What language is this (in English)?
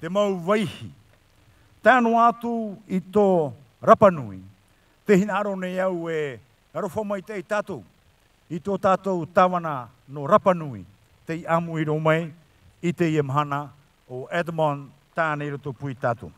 Tahitian